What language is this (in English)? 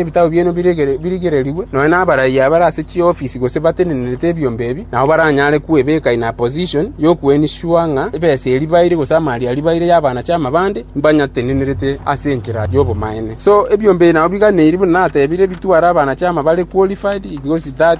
Gusii